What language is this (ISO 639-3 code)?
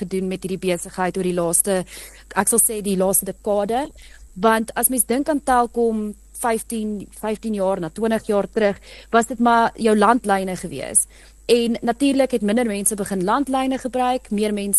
afr